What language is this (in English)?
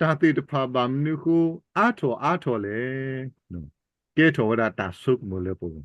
S'gaw Karen